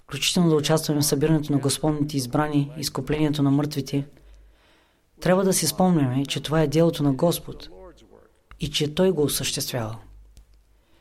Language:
Bulgarian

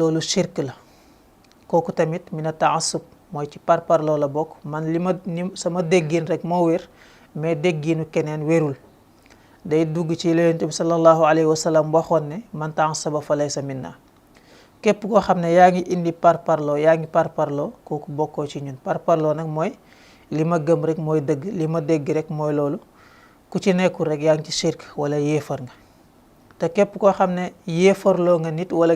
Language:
Wolof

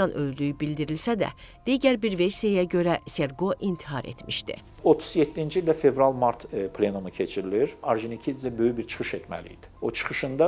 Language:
Azerbaijani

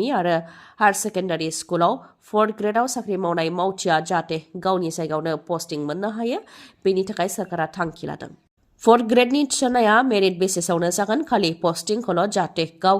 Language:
Bodo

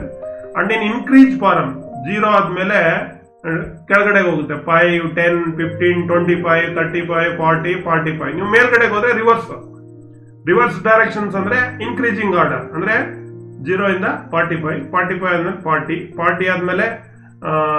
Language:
Kannada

